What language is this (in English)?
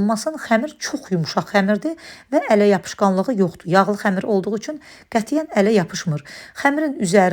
Azerbaijani